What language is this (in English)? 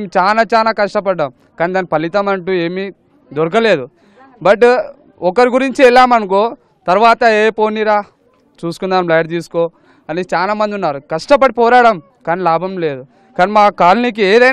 Telugu